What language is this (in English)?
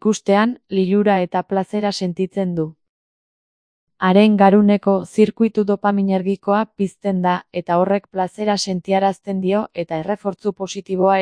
Basque